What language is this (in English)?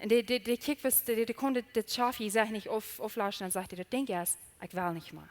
Plautdietsch